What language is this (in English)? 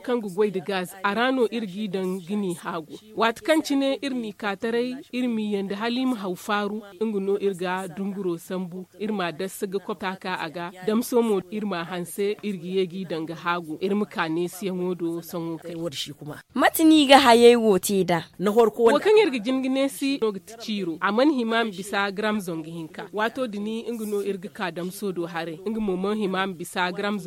Zarma